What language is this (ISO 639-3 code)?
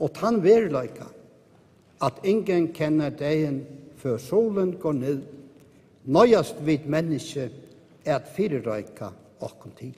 fao